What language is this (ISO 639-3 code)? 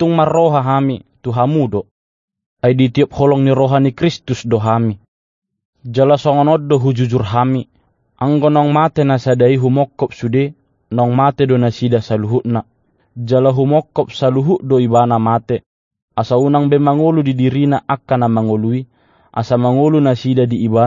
bbc